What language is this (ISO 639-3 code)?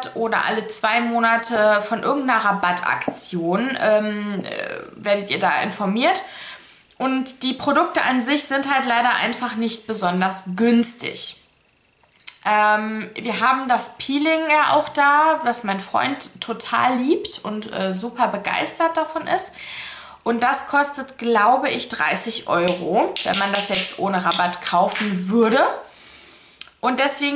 deu